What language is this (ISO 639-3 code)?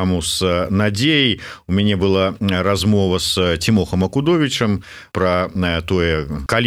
bel